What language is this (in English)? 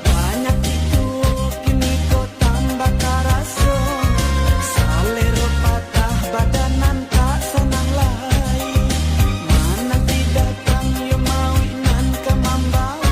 Minangkabau